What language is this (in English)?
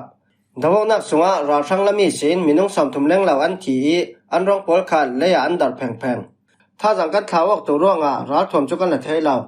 Falam Chin